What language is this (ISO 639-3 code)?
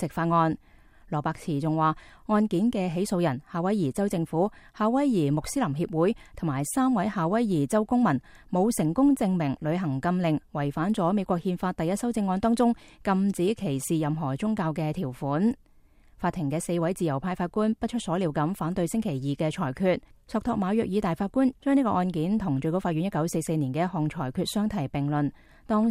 yue